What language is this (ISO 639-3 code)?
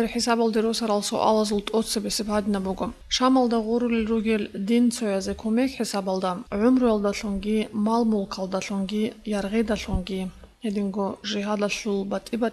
ava